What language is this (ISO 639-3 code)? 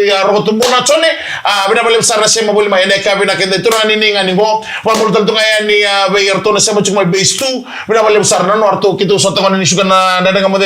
fij